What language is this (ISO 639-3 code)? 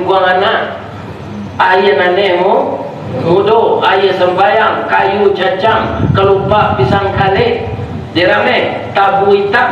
min